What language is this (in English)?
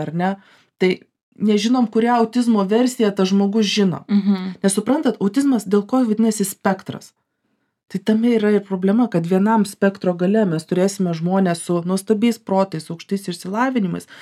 Lithuanian